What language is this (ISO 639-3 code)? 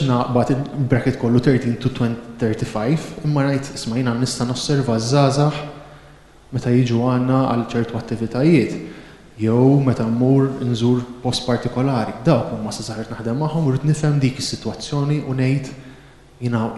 mlt